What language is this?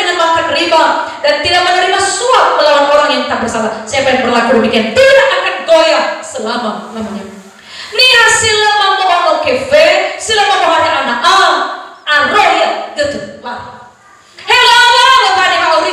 Nias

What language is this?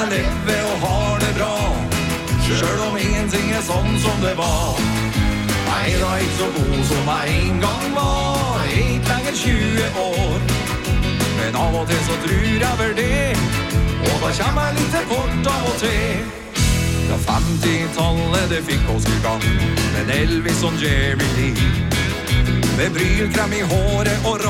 Norwegian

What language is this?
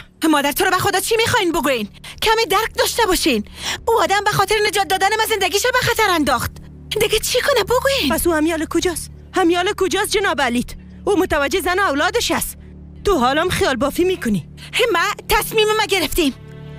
Persian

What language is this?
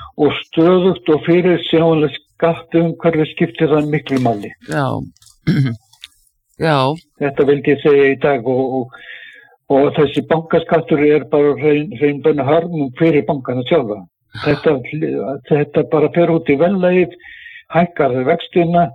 Icelandic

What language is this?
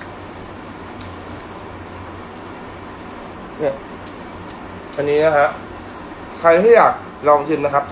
Thai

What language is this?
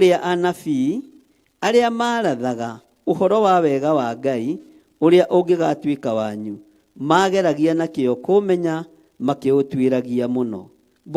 Kikuyu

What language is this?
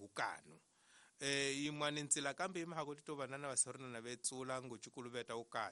Tsonga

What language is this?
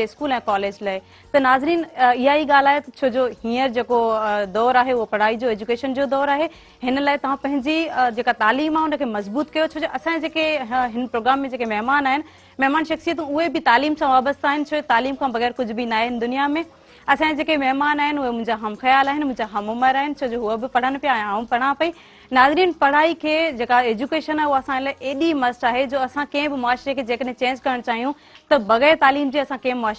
Sindhi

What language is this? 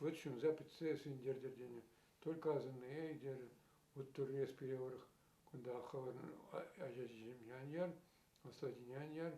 Chuvash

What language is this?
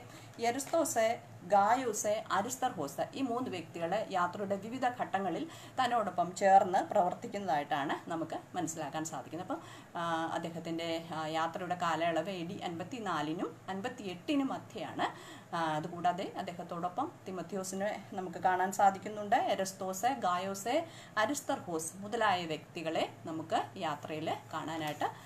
Malayalam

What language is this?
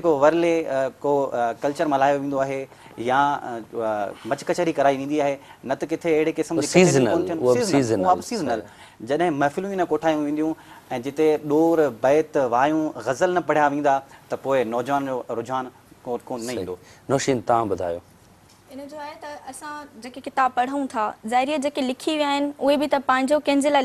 Sindhi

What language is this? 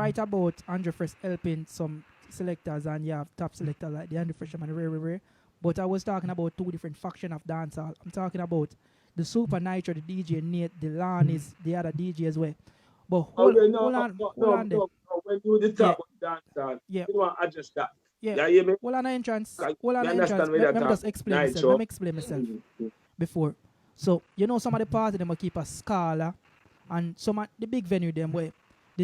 Jamaican Creole English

